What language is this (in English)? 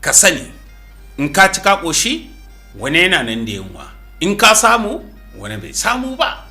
Hausa